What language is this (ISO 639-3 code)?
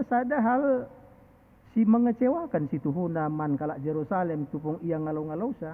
btx